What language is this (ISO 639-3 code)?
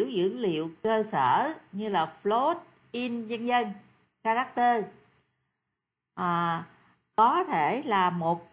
vie